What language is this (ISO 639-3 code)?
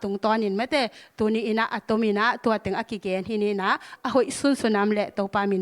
ctd